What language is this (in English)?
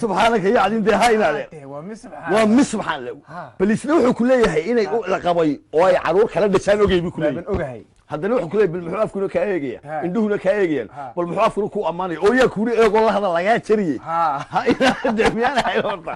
Somali